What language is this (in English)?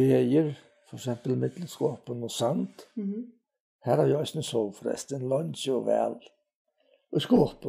Faroese